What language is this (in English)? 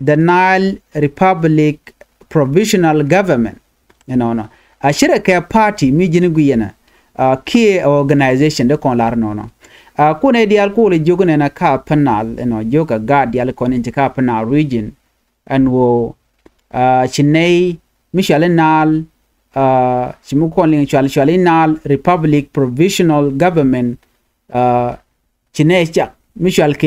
Nuer